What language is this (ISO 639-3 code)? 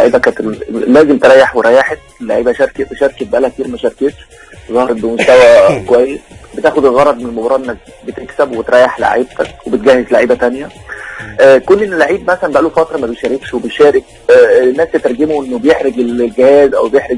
arz